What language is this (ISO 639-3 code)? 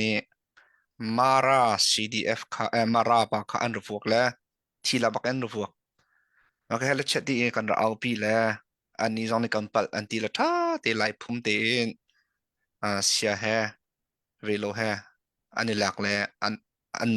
cnh